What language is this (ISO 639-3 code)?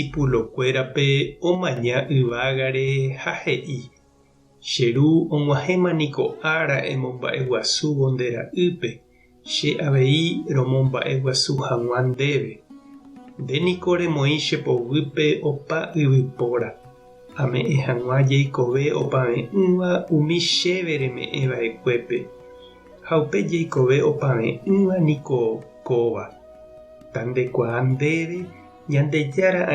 grn